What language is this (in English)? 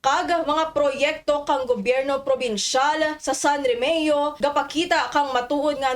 Kinaray-a